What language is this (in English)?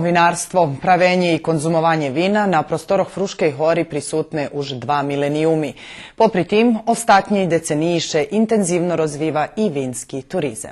Rusyn